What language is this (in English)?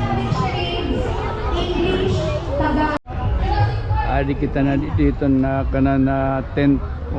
Waray